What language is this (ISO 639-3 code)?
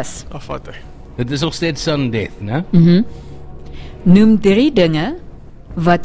afr